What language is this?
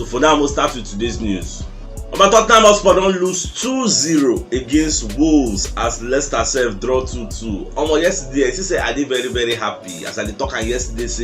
Nigerian Pidgin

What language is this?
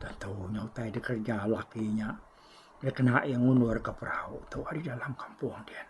Iban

